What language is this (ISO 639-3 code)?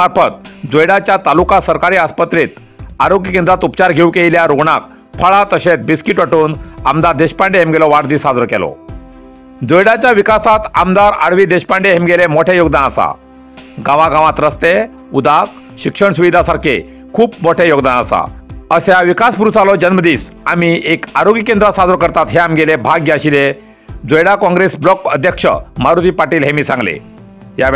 kok